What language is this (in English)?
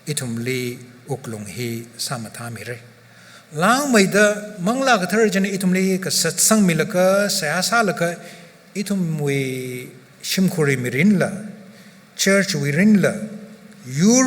Tangkhul Naga (India)